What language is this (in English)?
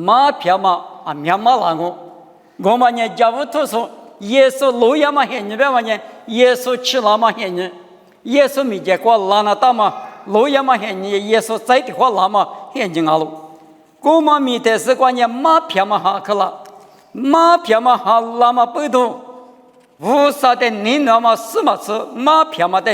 Lisu